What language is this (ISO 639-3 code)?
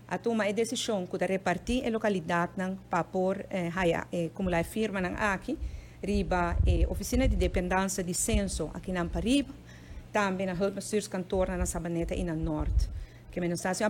pap